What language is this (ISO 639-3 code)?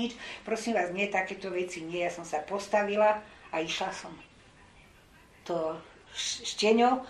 slk